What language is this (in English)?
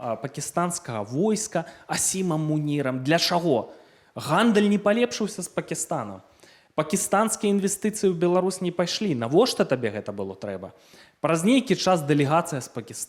Belarusian